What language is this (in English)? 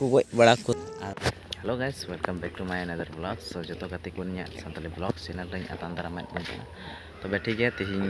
Santali